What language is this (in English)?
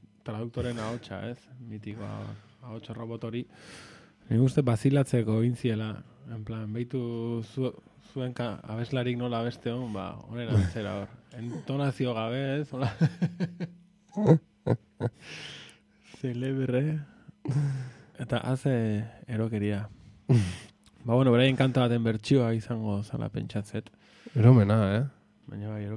Basque